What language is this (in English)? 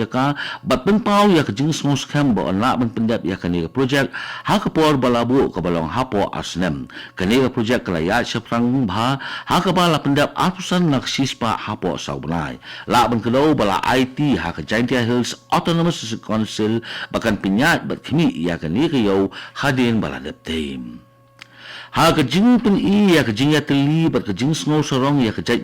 Khasi